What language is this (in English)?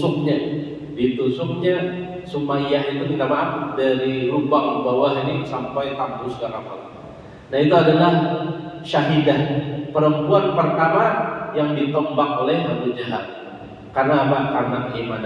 Banjar